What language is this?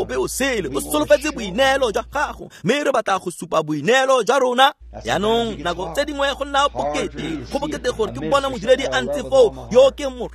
Tswana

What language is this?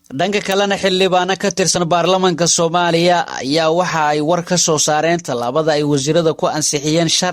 Somali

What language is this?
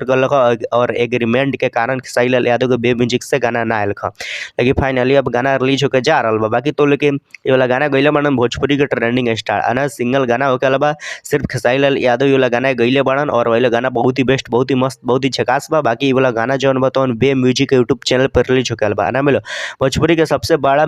Bhojpuri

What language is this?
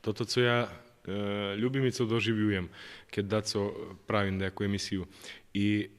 Rusyn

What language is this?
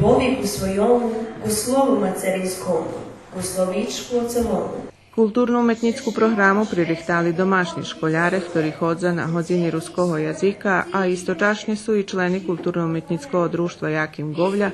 Rusyn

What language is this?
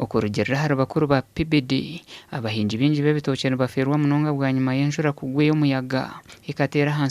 Nyankole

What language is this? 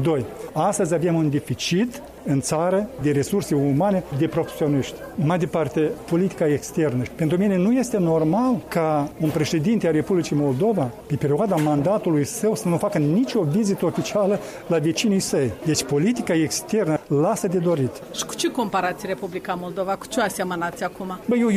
Romanian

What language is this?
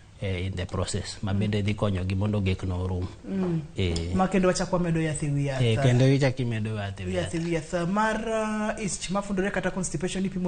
Luo (Kenya and Tanzania)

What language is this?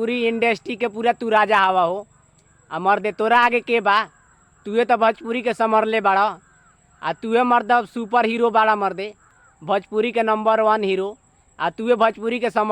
Bhojpuri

